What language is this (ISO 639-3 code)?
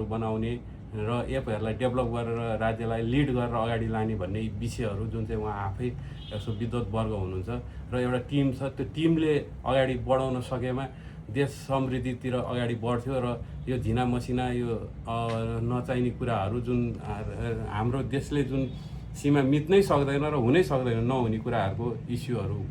nep